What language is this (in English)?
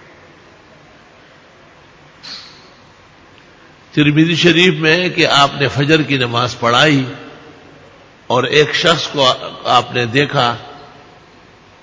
Urdu